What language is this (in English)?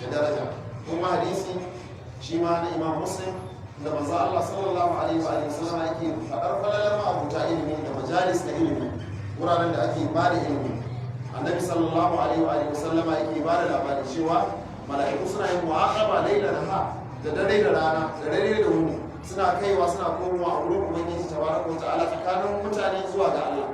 Hausa